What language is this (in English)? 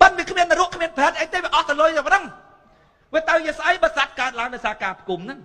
Khmer